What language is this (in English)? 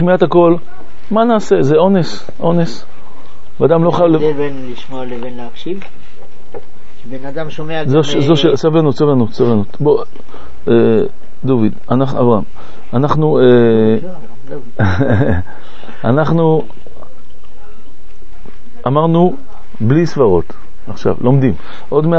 Hebrew